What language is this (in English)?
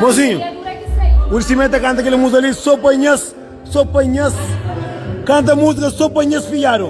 Kabuverdianu